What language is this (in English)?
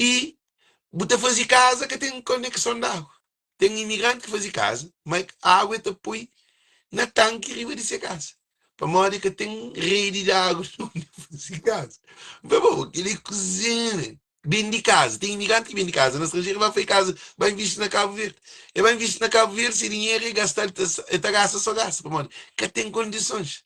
Kabuverdianu